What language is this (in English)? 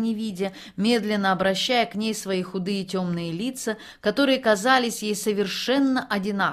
Russian